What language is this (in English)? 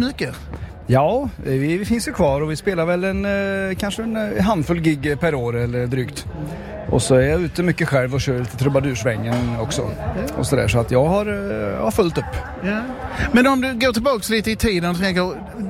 Swedish